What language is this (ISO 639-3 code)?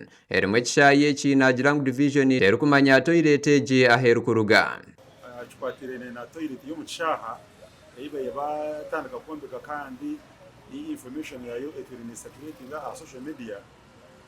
nyn